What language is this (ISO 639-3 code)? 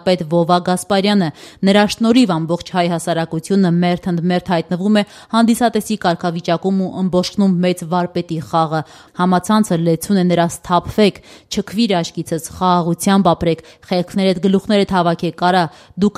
hye